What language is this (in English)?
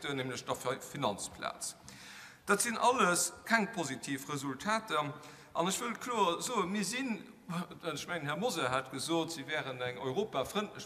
Luxembourgish